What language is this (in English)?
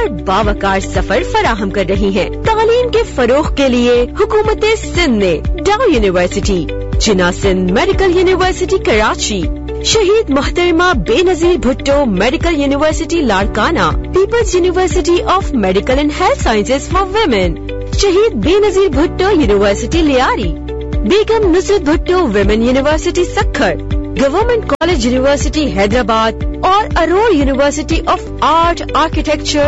Urdu